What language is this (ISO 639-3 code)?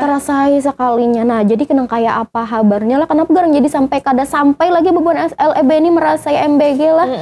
bjn